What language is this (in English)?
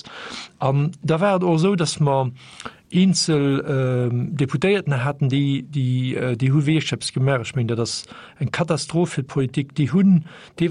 Luxembourgish